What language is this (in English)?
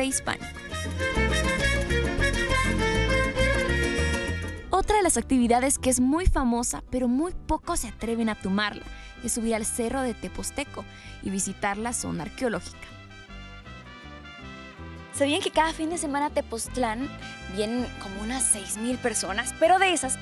Spanish